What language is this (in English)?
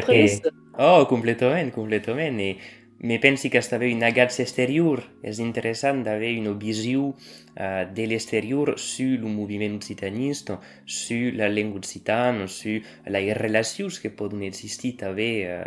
Occitan